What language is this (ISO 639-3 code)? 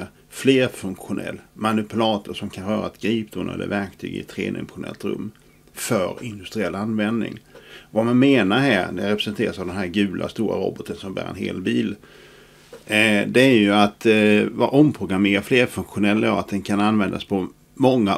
swe